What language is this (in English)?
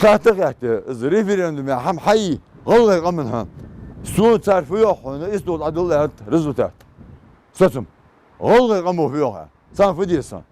Ingush